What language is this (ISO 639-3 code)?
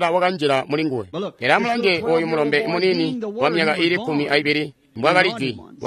toi